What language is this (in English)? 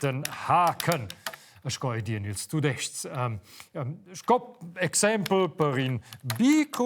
Romansh